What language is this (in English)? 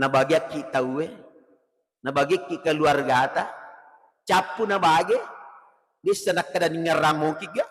Buginese